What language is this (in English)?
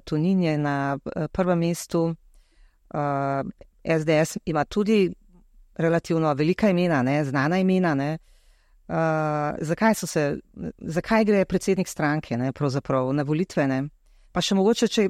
Slovenian